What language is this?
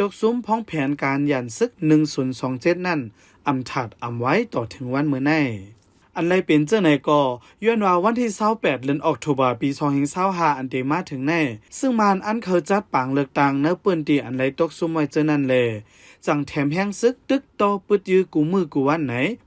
Shan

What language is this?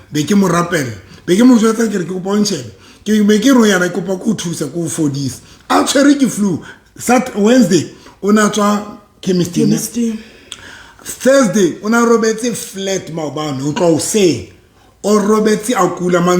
Southern Sotho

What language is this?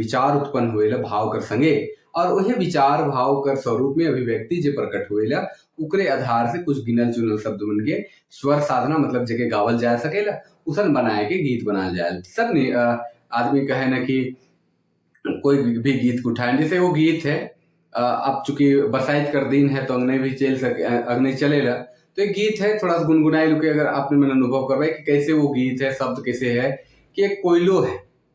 Sadri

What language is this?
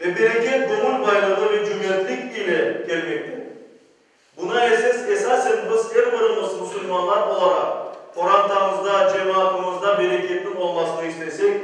Crimean Tatar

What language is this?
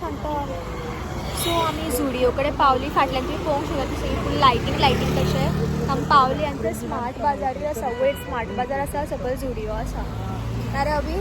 Konkani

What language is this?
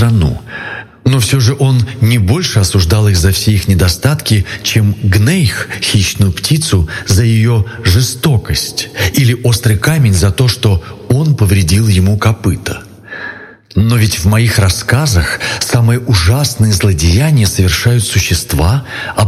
Russian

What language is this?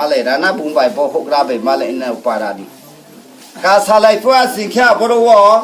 Riang (India)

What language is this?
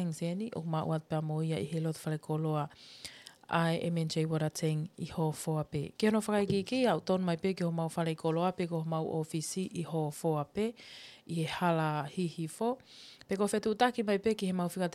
Tongan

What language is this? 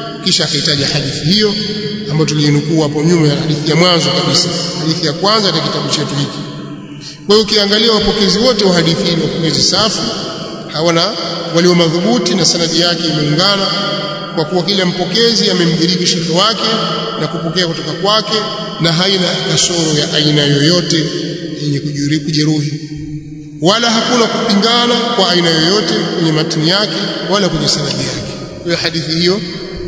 Swahili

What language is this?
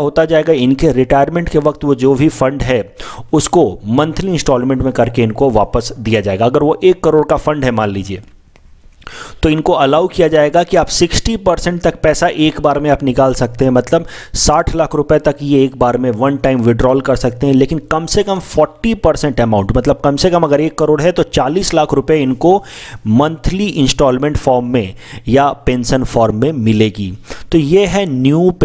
Hindi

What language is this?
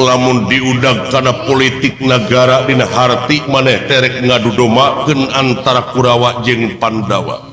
Sundanese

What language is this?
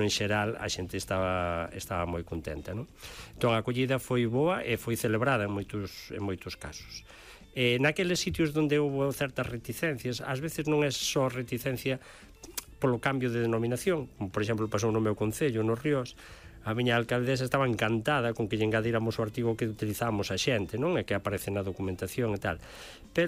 Galician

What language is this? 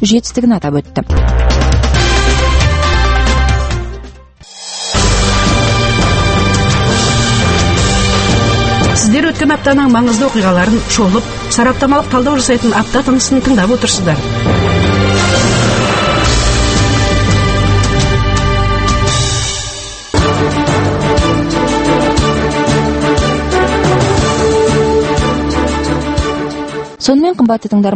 Kazakh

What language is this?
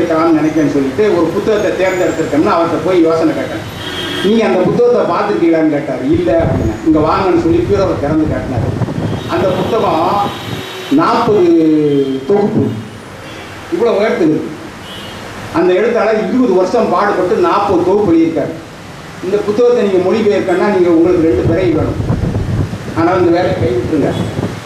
Tamil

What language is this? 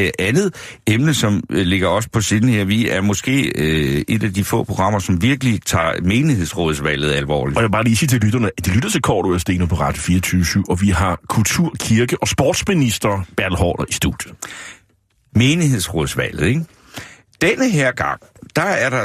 Danish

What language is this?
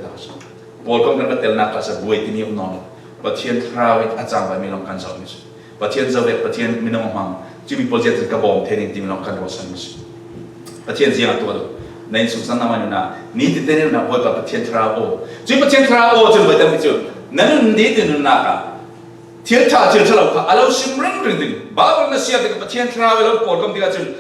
Falam Chin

